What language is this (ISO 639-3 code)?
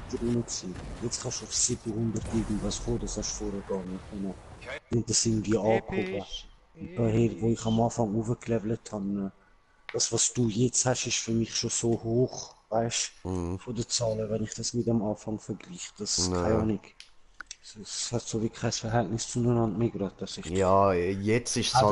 gsw